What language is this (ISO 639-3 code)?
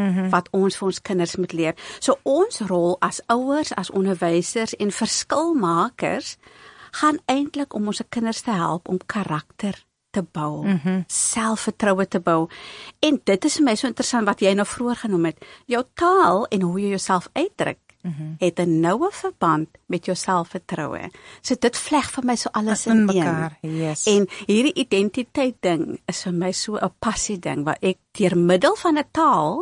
afr